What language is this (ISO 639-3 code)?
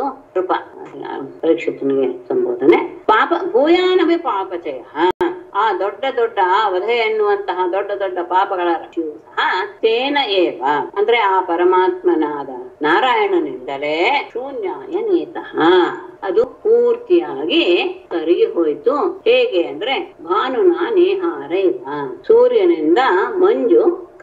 kan